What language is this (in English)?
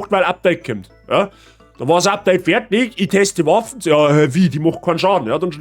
Bavarian